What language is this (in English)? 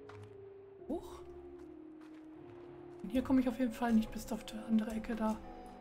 German